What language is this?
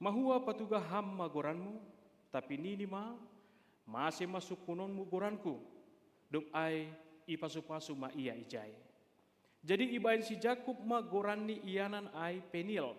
Batak Simalungun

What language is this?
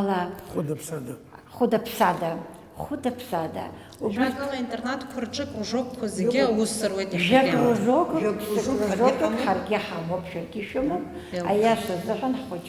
Abkhazian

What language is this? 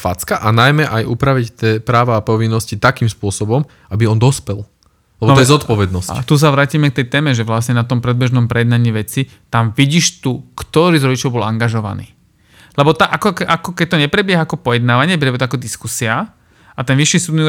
Slovak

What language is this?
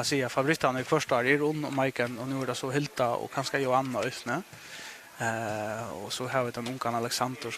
Faroese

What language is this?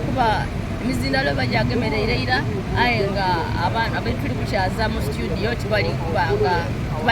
Soga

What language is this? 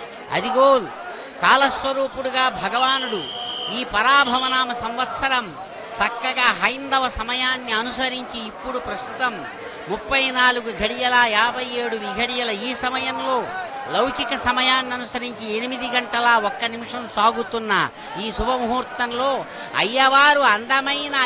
Telugu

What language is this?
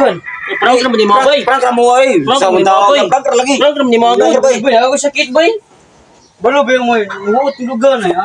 Cebuano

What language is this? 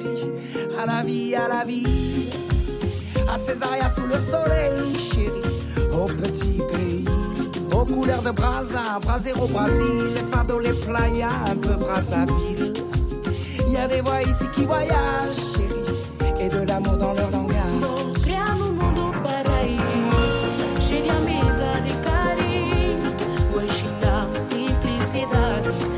French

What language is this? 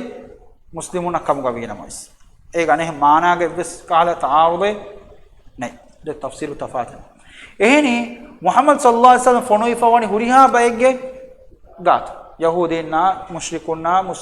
Divehi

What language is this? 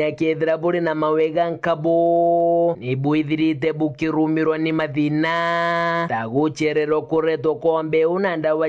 Meru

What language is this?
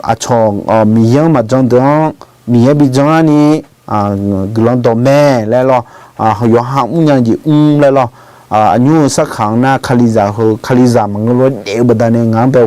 Akha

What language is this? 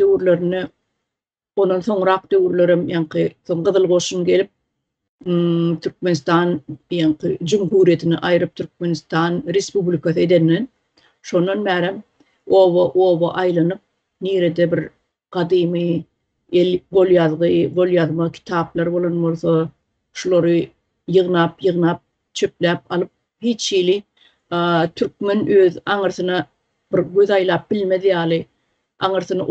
Turkmen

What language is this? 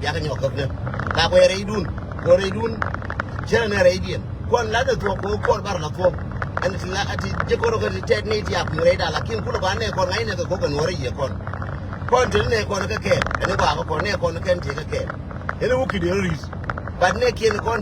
Nuer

